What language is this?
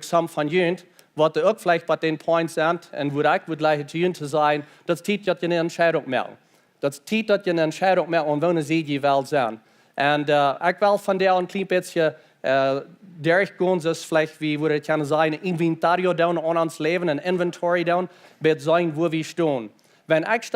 Plautdietsch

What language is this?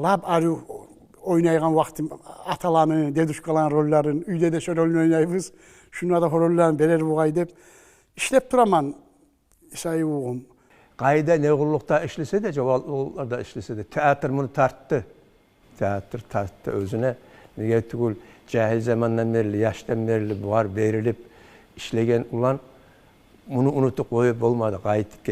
Kumyk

